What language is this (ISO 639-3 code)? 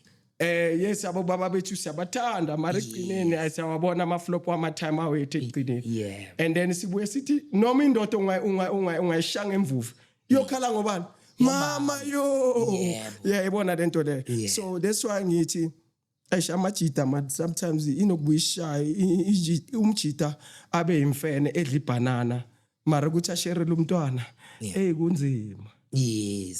zul